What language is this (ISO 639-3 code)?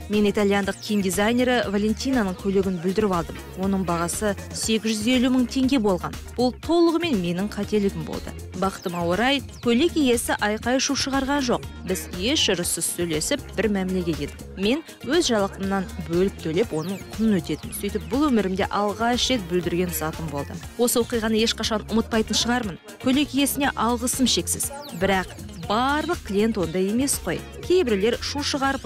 kaz